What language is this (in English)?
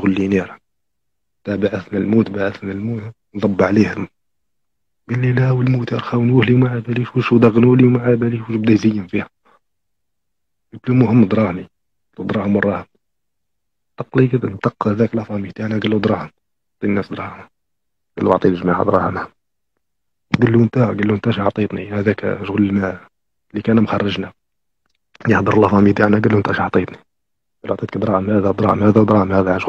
Algerian Arabic